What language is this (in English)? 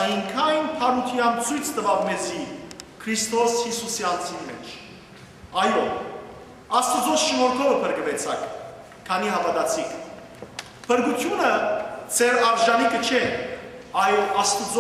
Western Armenian